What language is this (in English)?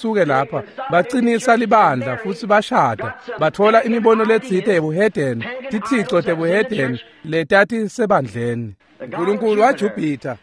Swati